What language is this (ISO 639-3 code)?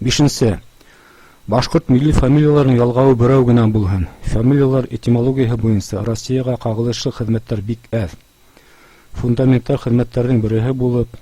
bak